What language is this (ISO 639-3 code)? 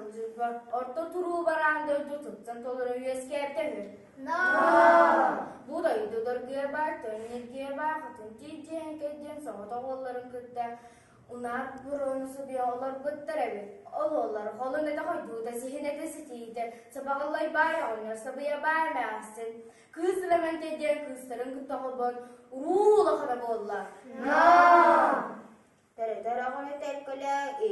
sah